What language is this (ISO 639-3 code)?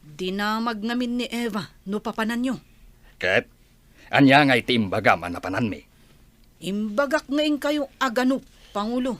ilo